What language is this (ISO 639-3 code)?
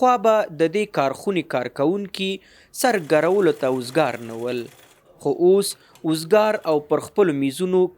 pus